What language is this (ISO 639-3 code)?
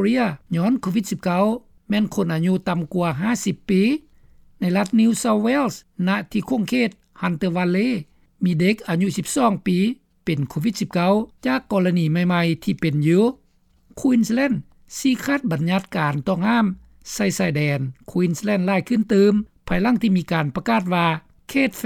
lao